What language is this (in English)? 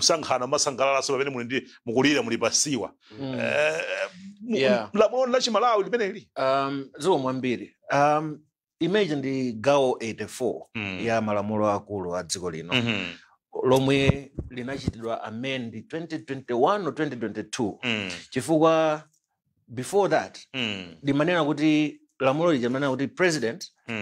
Nyanja